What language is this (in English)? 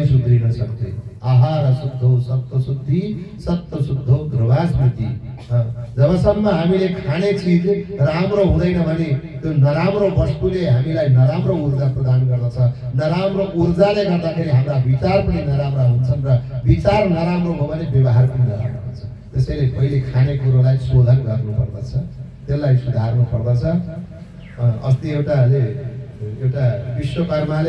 Nepali